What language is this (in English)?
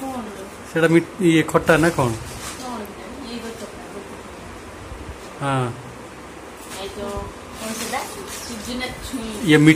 Odia